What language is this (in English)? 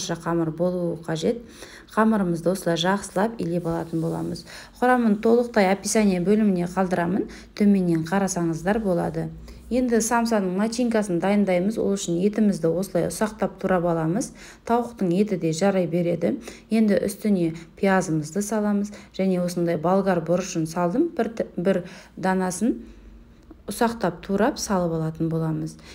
Kazakh